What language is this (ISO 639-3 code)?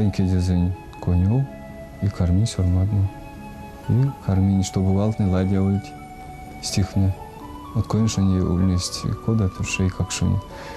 myv